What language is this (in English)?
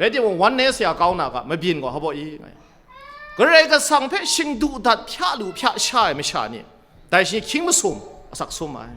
Kachin